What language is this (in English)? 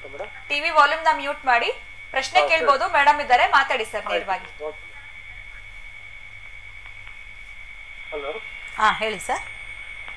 Kannada